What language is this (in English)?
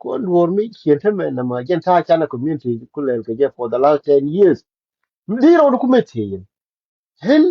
Nuer